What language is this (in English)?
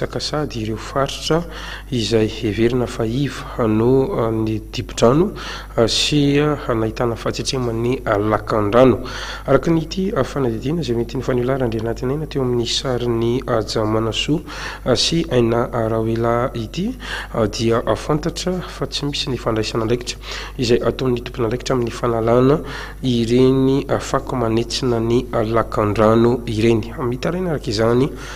Malagasy